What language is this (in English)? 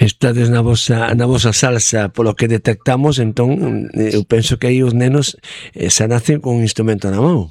Galician